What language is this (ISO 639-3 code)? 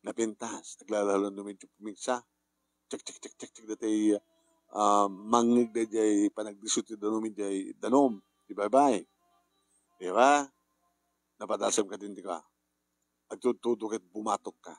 ilo